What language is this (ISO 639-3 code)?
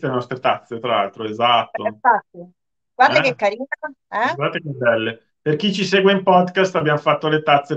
ita